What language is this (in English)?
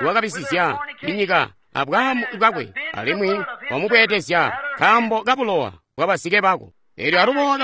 Tonga (Zambia)